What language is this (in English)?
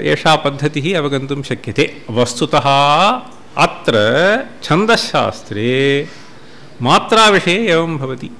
Sanskrit